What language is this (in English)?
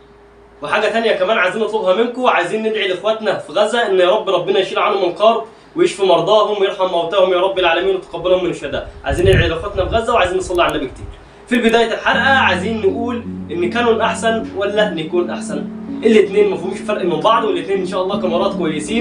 Egyptian Arabic